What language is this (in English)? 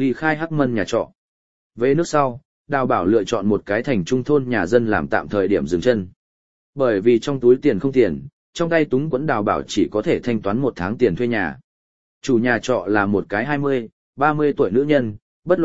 Vietnamese